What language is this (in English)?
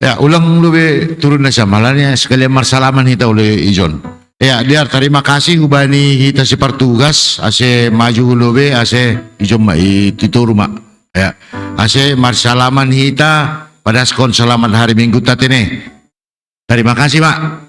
Batak Simalungun